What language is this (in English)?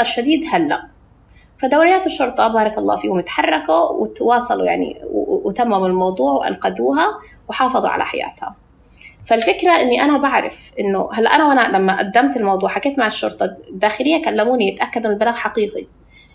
North Levantine Arabic